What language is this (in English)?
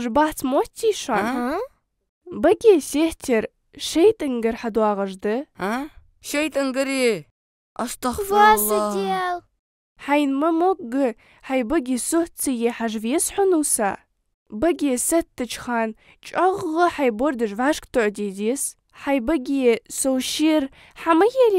Ingush